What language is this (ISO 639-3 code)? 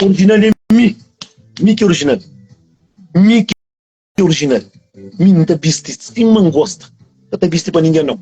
kea